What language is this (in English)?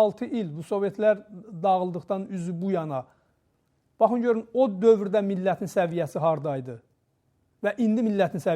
Azerbaijani